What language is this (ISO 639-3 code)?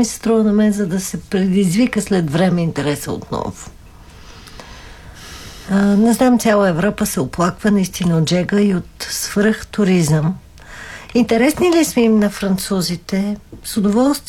bul